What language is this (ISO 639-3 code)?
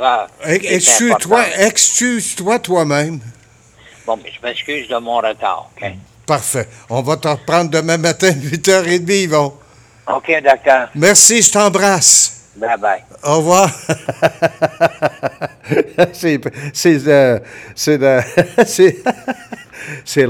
fra